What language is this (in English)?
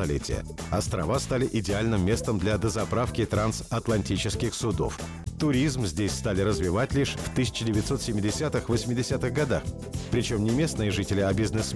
Russian